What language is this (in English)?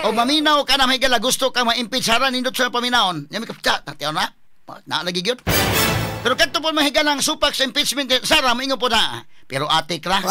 Cebuano